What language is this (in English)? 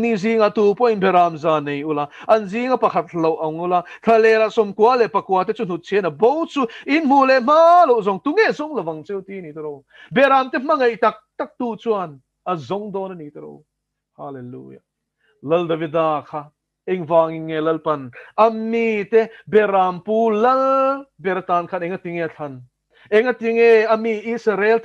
Mizo